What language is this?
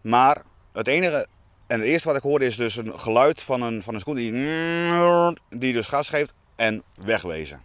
Western Frisian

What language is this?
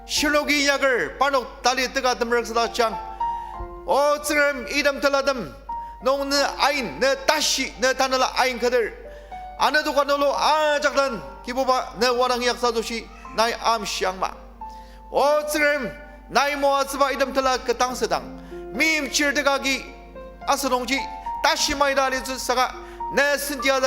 Ao Naga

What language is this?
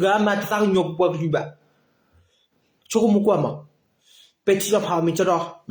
S'gaw Karen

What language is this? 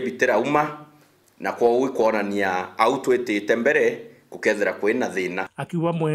Meru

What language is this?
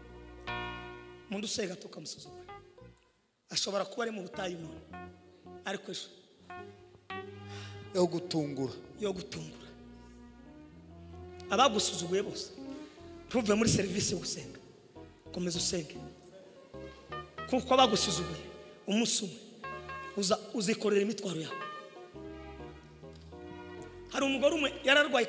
Kinyarwanda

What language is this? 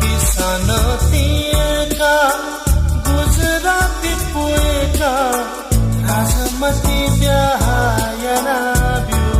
Newari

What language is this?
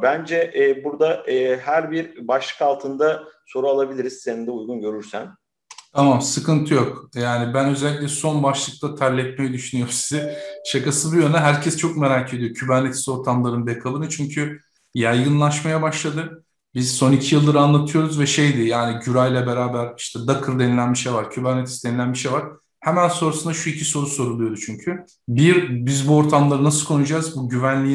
Turkish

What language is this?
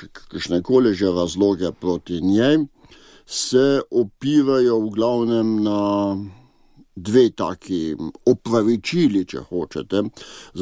Slovenian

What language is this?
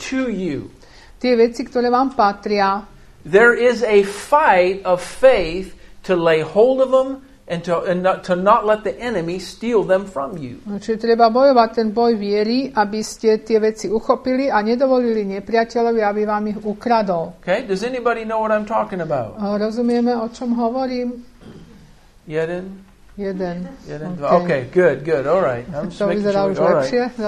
Slovak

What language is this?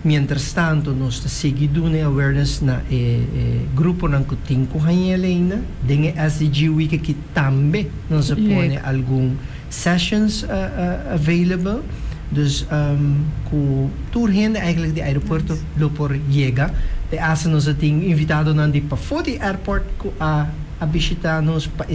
Papiamento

